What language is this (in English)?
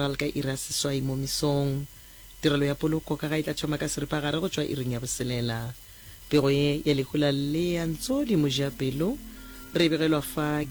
Northern Sotho